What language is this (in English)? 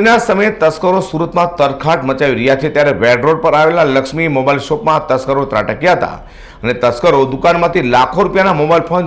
Gujarati